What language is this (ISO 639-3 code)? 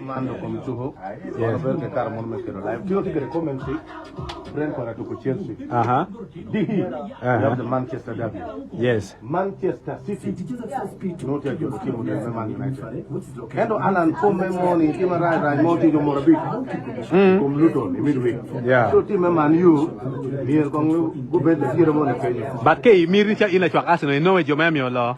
ach